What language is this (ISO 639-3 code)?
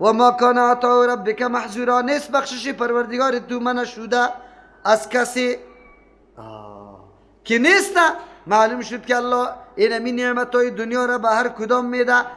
fas